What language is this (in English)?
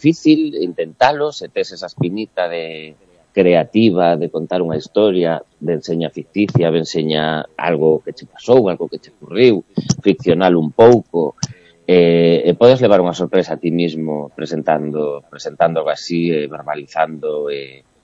Galician